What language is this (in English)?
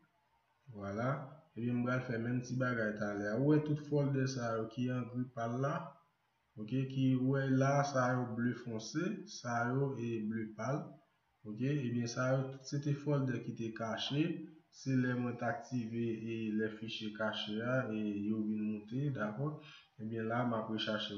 Haitian Creole